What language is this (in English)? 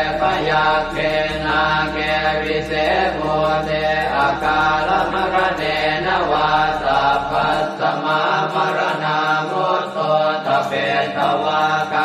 Pali